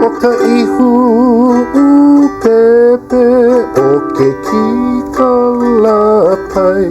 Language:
Hawaiian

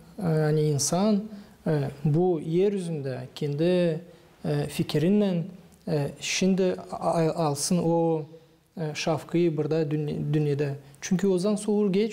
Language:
Gagauz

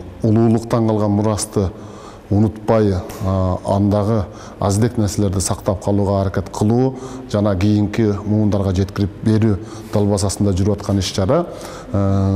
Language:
Kyrgyz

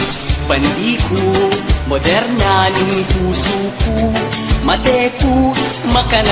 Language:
Pampanga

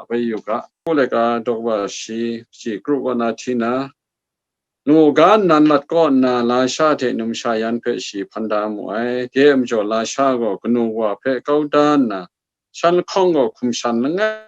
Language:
Kachin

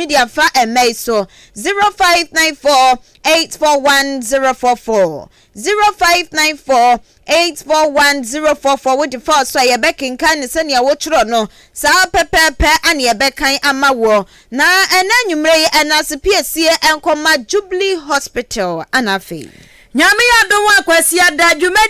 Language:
Akan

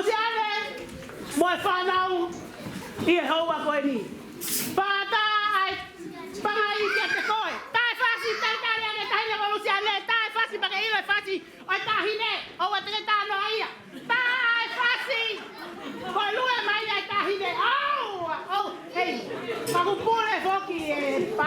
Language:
Tongan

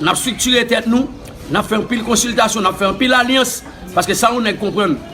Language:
Haitian Creole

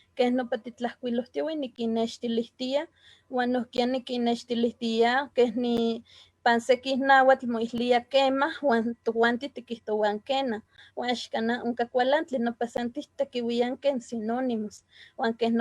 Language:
Eastern Huasteca Nahuatl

